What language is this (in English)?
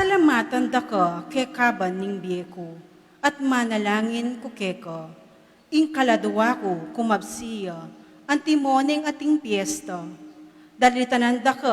Pampanga